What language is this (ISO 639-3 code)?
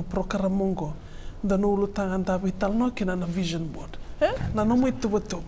fij